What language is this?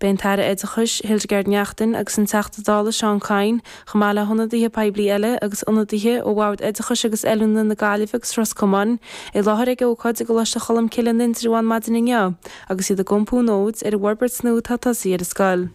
Irish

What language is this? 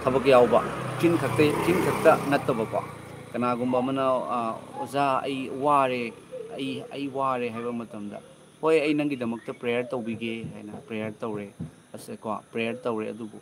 Manipuri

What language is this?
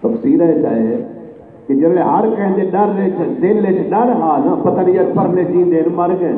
Saraiki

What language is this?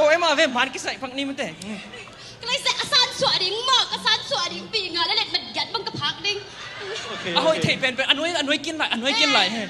Tedim Chin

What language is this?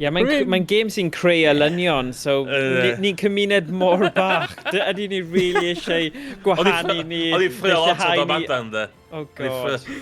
Welsh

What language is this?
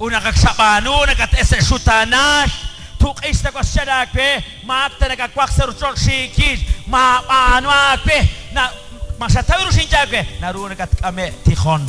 Kekchí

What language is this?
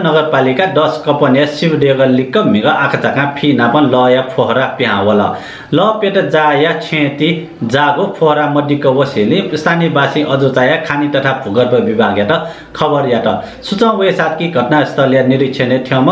Newari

